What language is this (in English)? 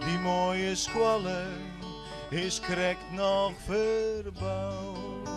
Western Frisian